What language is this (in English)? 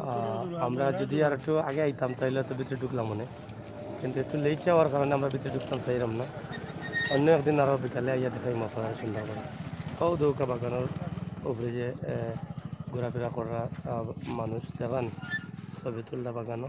Sylheti